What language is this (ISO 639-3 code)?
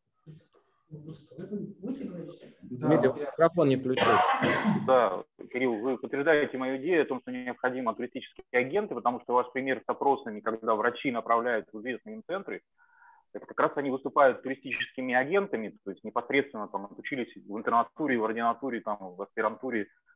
rus